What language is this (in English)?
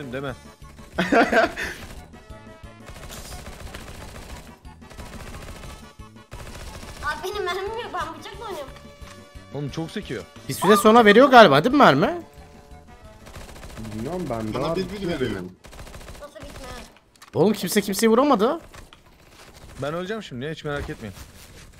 Turkish